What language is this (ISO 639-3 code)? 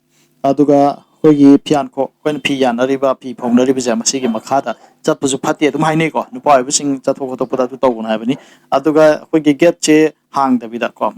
mni